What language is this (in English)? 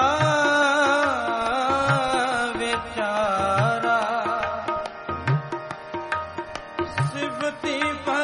Punjabi